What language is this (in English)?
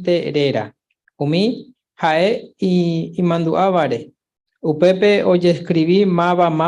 Guarani